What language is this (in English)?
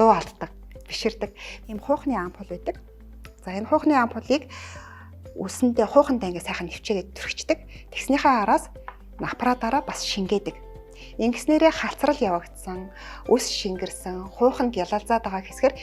Mongolian